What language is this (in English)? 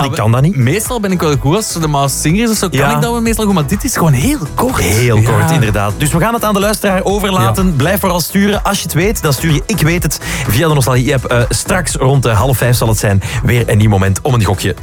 Dutch